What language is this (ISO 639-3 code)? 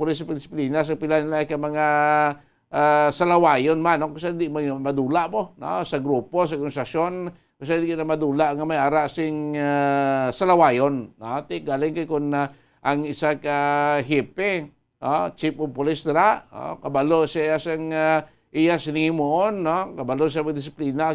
hil